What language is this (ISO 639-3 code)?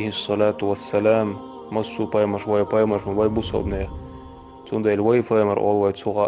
che